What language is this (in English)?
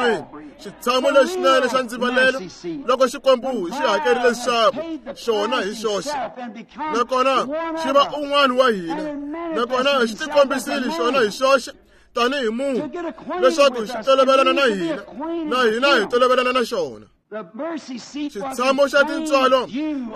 Tsonga